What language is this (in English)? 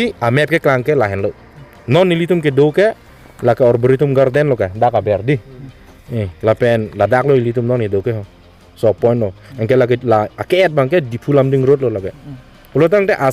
Karbi